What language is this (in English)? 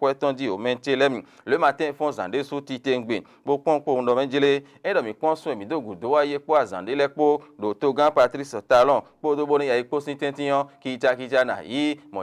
Fon